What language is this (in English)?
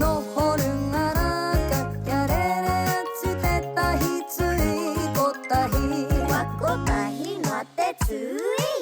Māori